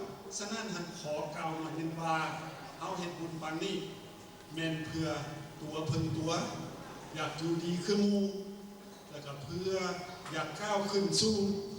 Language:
Lao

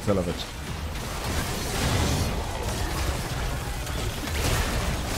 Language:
Bulgarian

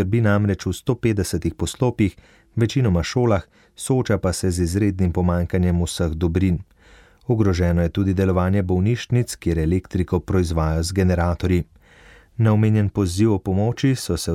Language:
Slovenian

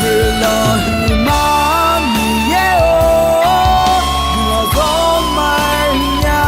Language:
Akha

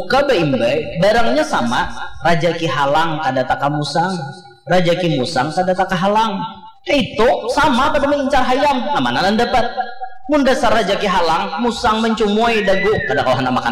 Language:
Banjar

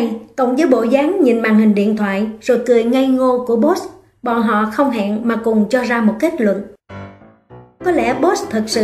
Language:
Vietnamese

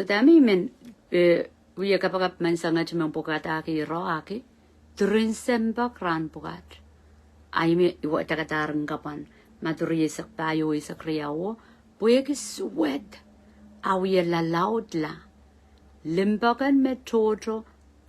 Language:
Pohnpeian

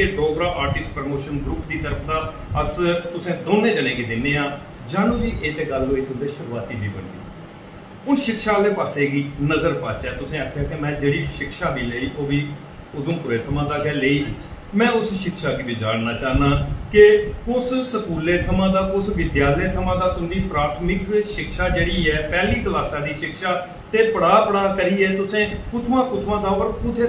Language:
Dogri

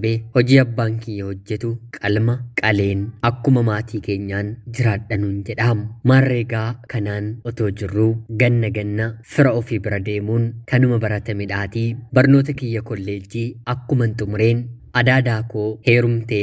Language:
Oromo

